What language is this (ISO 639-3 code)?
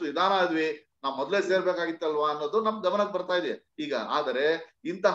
kan